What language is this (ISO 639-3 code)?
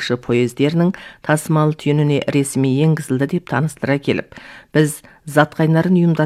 kaz